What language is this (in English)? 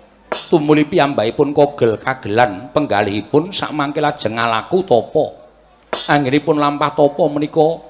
Javanese